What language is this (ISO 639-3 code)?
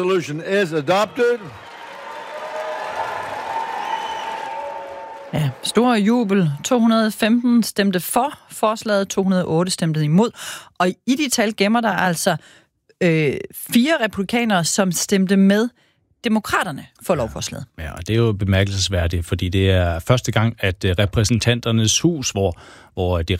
dan